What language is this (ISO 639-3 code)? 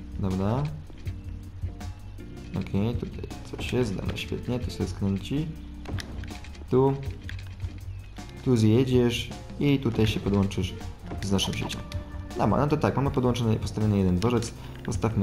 pol